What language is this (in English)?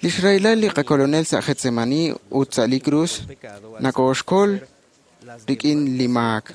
Kekchí